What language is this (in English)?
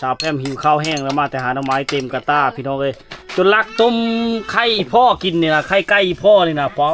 Lao